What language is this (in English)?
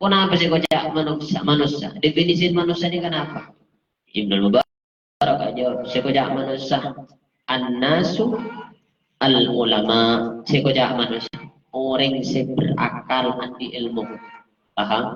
Madurese